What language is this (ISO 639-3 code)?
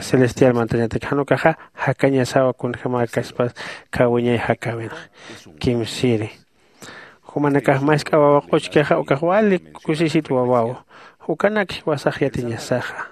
aym